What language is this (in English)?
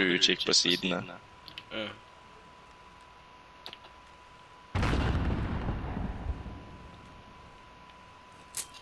Norwegian